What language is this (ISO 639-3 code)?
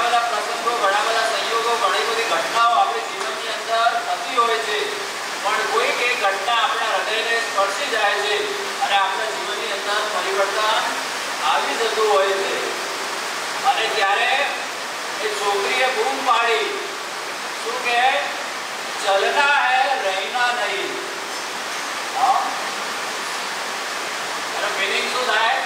guj